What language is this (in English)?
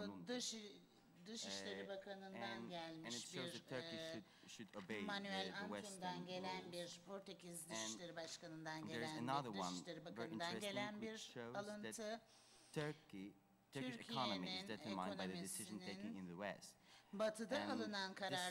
Turkish